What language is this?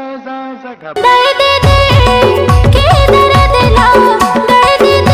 Chhattisgarhi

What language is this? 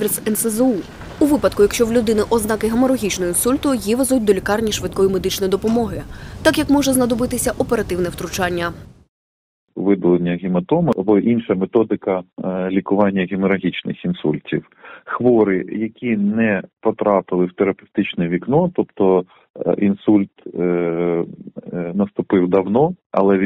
Ukrainian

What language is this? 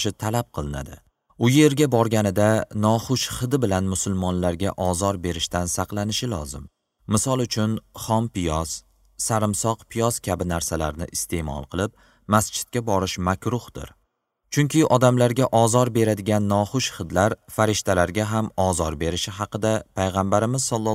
Uzbek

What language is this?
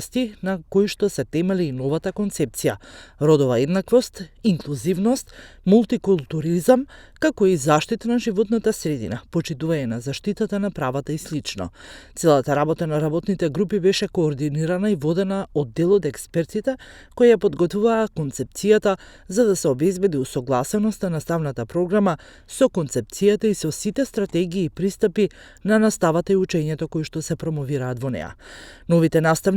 Macedonian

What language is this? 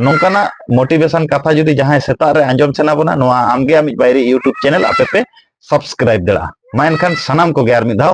Santali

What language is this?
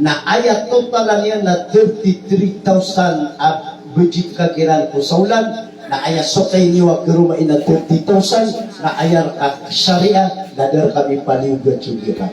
Maranao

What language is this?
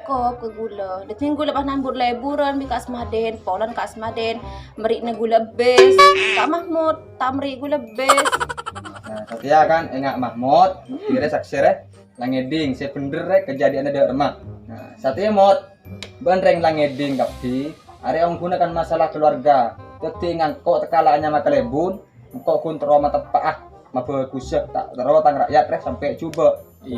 Madurese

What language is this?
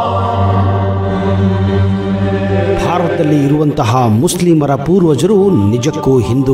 Kannada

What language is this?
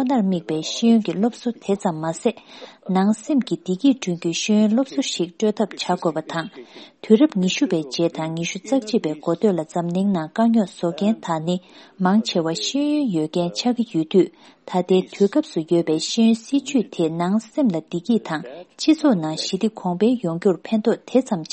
Tibetan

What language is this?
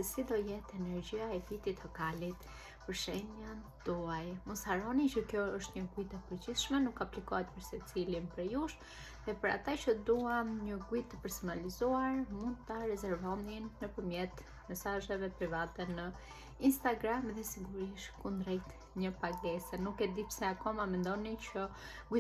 Albanian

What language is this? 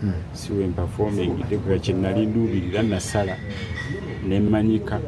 Ganda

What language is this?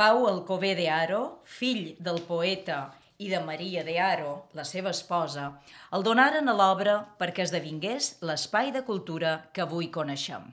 Catalan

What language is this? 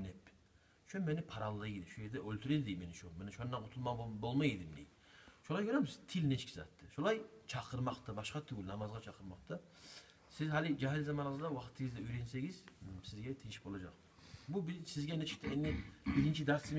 Kumyk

